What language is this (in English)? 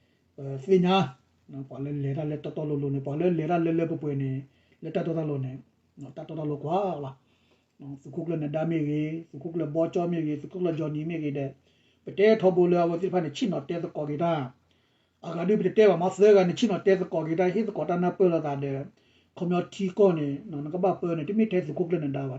S'gaw Karen